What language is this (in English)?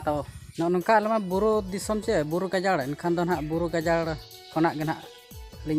Santali